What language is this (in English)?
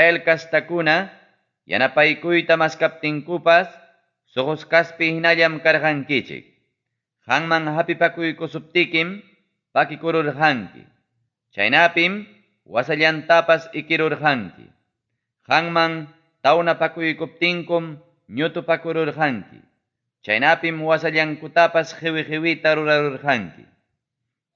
Ayacucho Quechua